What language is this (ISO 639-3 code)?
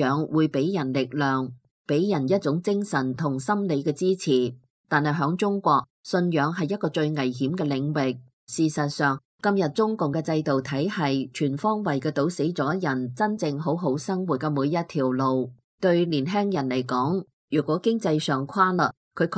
yue